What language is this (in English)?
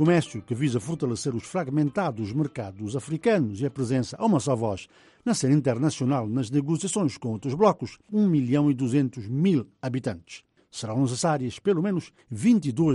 Portuguese